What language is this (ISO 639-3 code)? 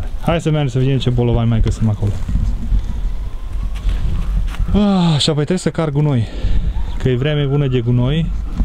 ron